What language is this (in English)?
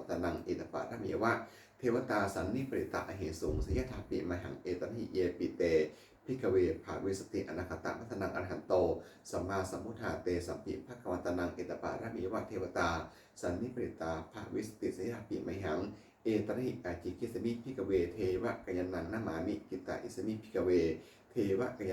Pali